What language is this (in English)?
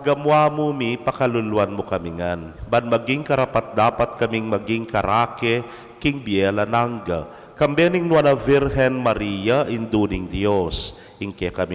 Pampanga